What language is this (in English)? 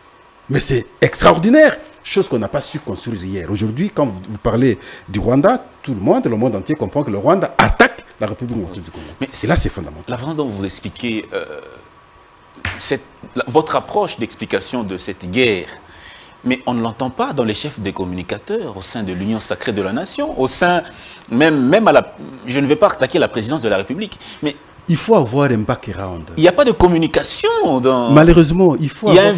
French